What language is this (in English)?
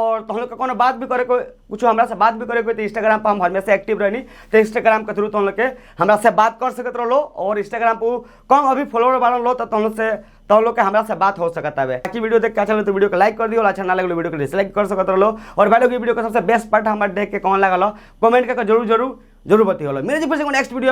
Bhojpuri